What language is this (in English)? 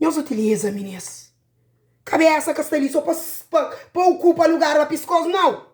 Kabuverdianu